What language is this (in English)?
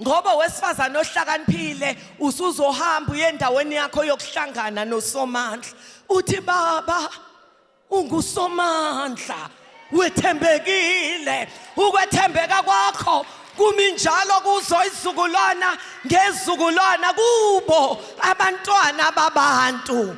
Zulu